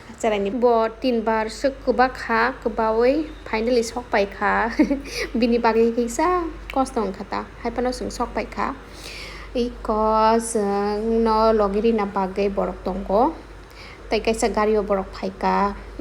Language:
Kok Borok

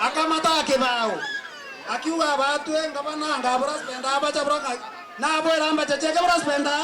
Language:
Meru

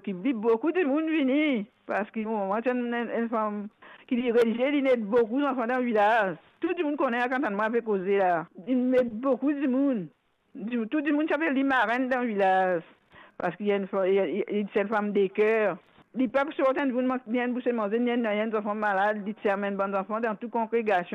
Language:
Morisyen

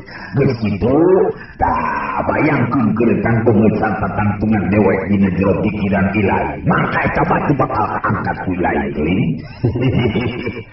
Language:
Sundanese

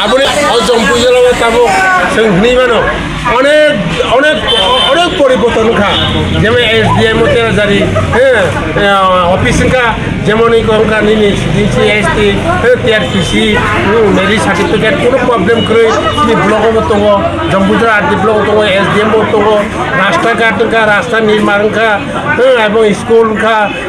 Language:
Kok Borok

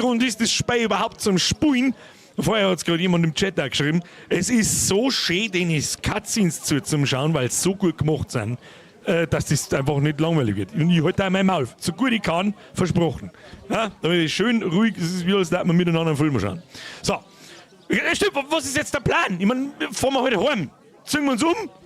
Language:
Bavarian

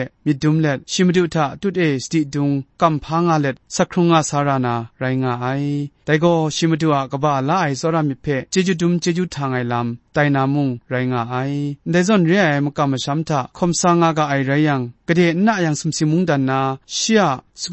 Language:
Kachin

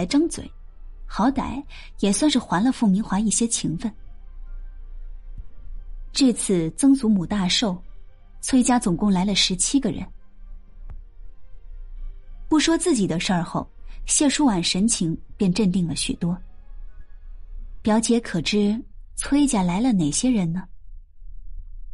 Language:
Chinese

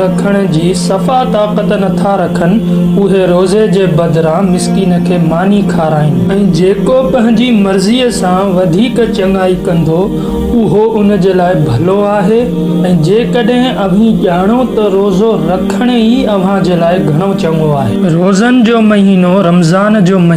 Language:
Sindhi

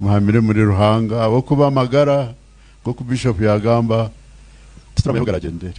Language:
Nyankole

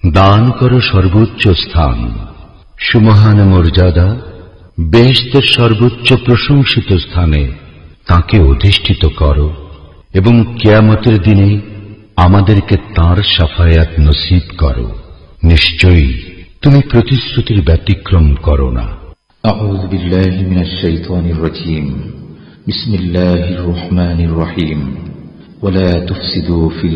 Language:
Bangla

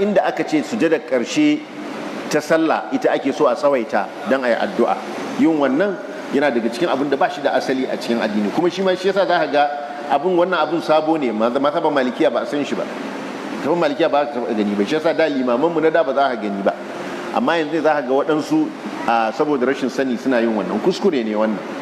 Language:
Hausa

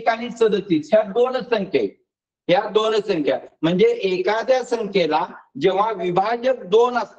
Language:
Marathi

